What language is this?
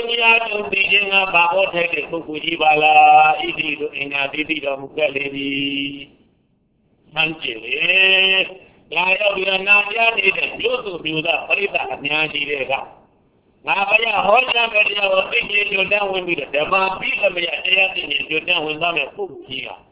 Burmese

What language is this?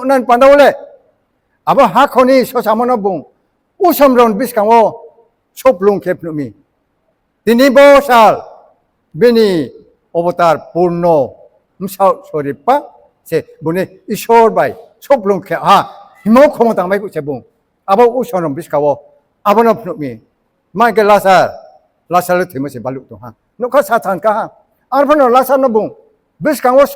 Riang (India)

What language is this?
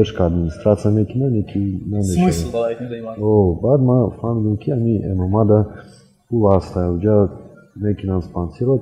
Tajik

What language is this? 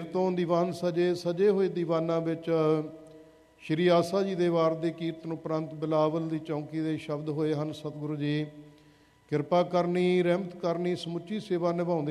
Punjabi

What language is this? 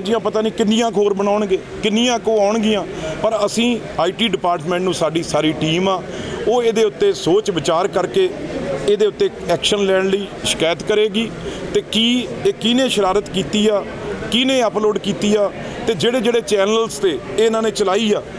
Punjabi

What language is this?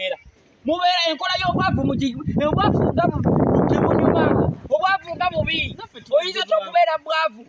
Ganda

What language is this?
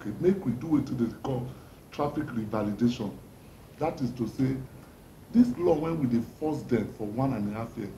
Nigerian Pidgin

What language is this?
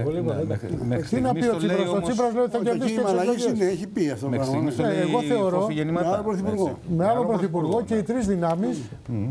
Greek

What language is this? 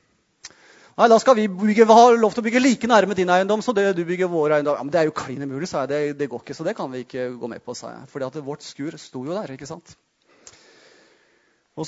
Norwegian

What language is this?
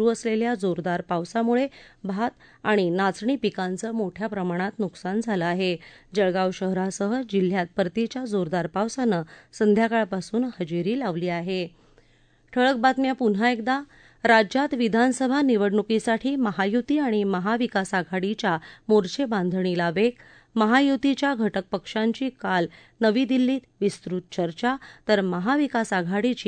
Marathi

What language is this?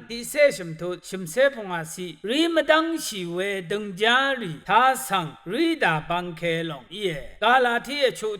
Rawang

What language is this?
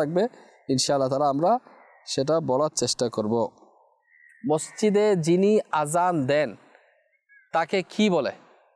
Bangla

